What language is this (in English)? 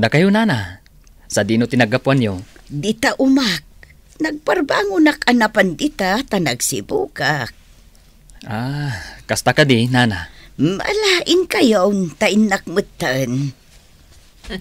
Iloko